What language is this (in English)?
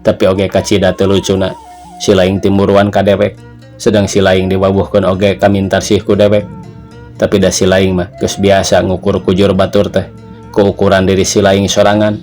Sundanese